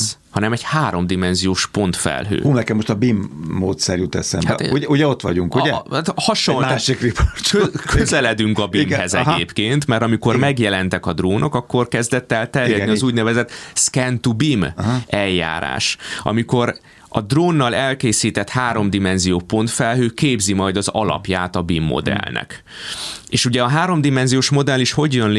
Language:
Hungarian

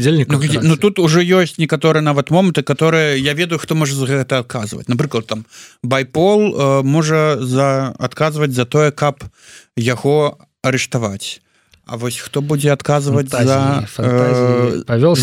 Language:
Belarusian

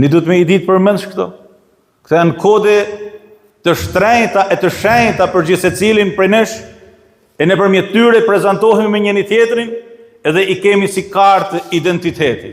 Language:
Albanian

